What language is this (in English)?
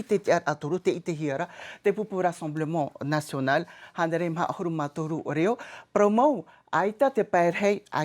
Tahitian